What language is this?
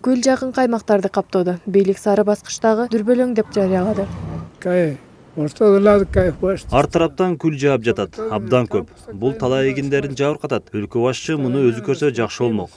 Kyrgyz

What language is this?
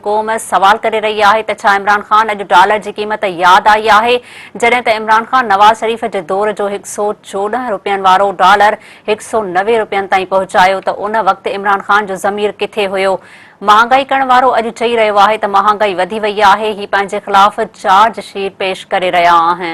Sindhi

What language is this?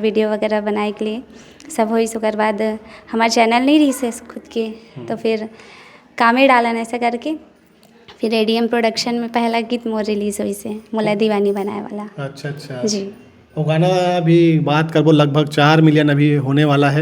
Chhattisgarhi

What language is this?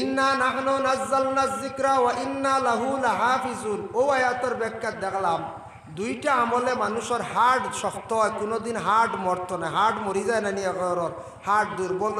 Sylheti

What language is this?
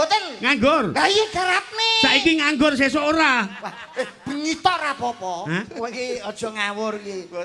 Javanese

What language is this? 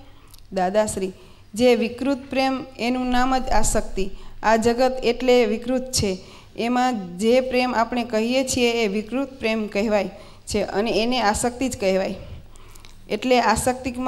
Gujarati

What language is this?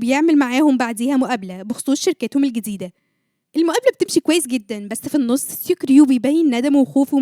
Egyptian Arabic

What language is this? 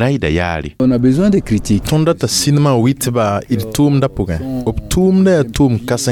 Mossi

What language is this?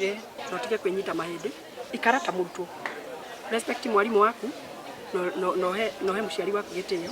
Kikuyu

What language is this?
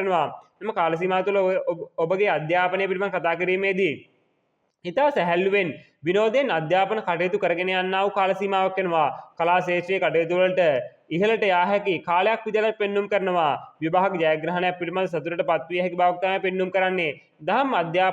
Sinhala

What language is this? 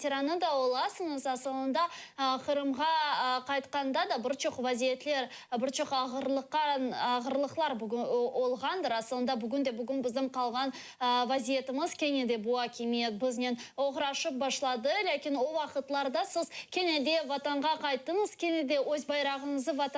Crimean Tatar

